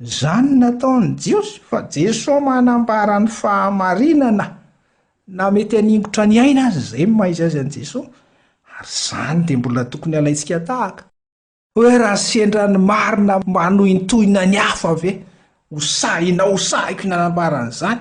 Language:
Malagasy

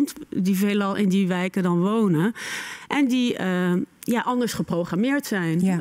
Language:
Dutch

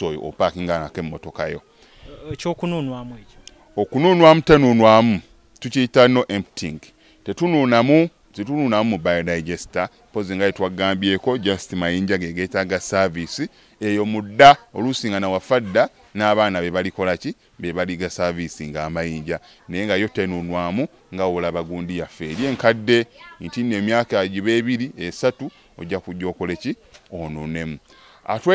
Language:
Ganda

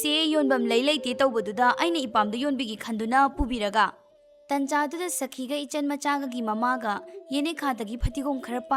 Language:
Manipuri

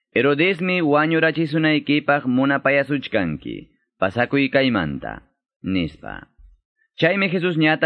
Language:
Quechua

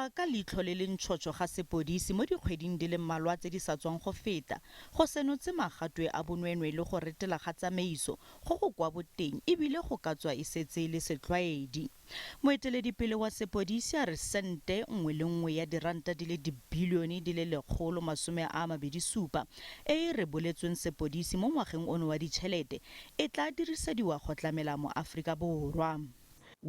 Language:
Tswana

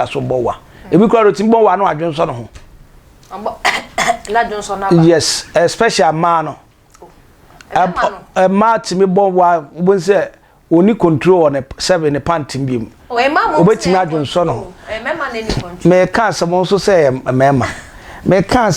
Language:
Akan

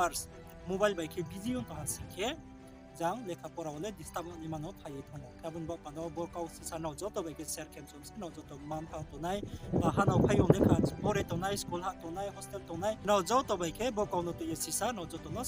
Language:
Riang (India)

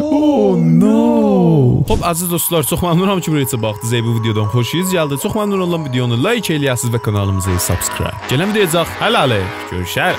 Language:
South Azerbaijani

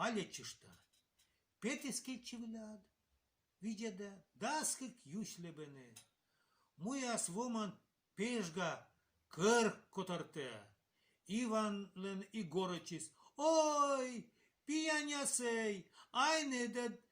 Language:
Komi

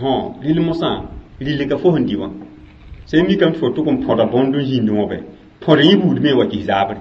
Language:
Mossi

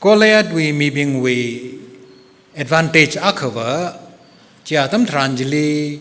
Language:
Tangkhul Naga (India)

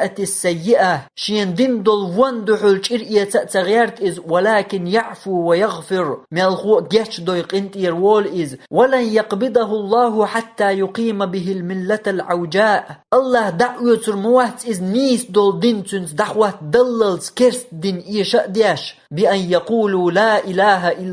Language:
Chechen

